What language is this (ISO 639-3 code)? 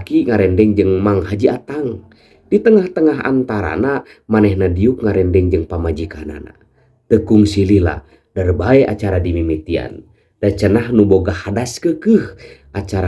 sun